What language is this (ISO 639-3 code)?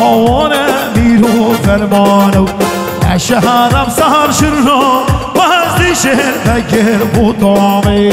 kur